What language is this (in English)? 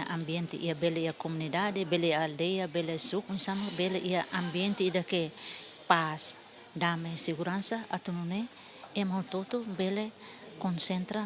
Tetum